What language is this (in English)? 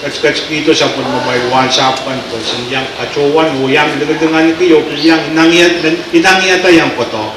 Pohnpeian